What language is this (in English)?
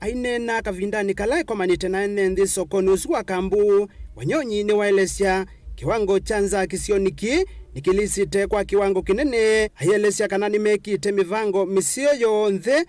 Kamba